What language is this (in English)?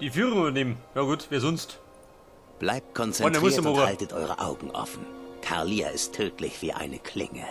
Bavarian